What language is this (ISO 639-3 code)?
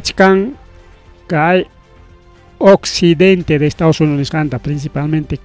quy